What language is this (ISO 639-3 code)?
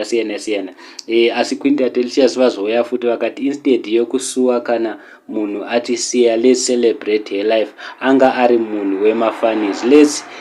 sna